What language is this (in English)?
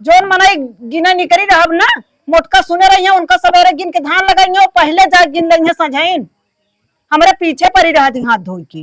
Awadhi